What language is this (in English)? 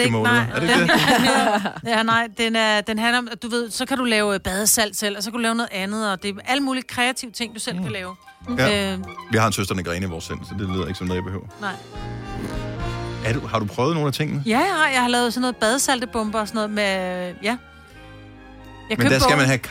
Danish